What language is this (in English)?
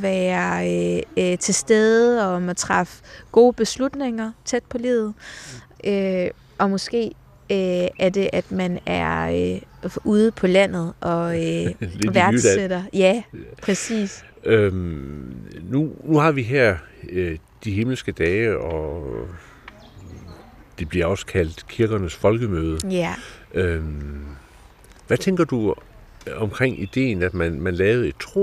Danish